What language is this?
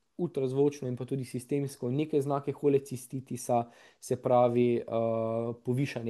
Slovenian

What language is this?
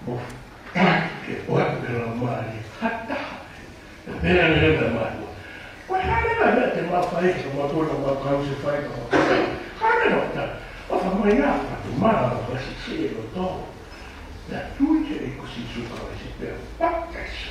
Tongan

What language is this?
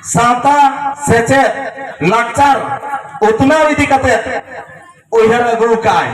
Santali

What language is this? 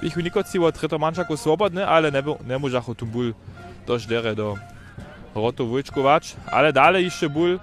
Upper Sorbian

